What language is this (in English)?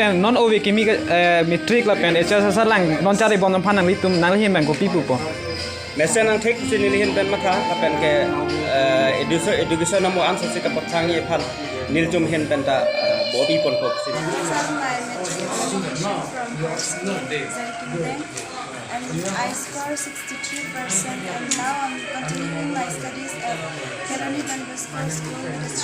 Karbi